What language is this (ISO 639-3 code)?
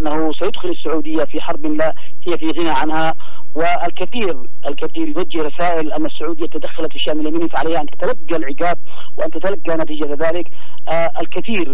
ara